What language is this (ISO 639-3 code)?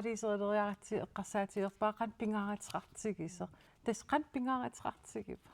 kal